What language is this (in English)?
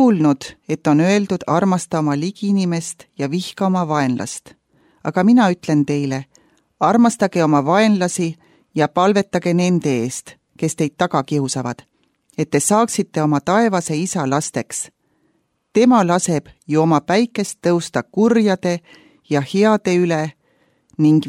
Estonian